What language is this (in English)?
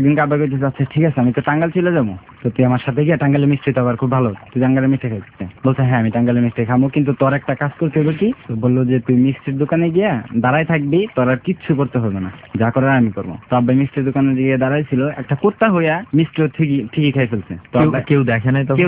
Bangla